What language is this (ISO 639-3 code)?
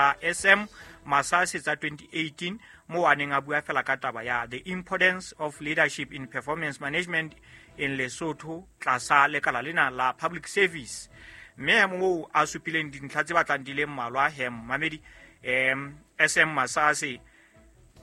sot